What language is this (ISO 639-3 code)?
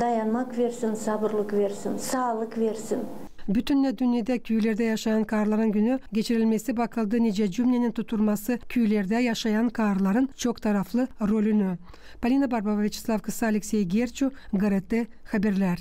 gag